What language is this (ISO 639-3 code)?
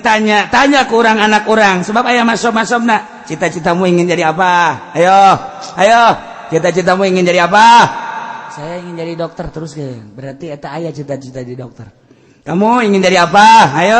sun